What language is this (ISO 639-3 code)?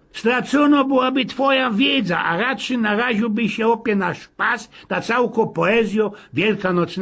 szl